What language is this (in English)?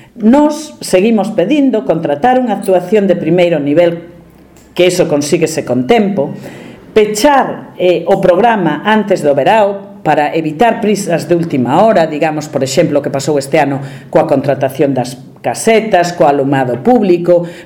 Galician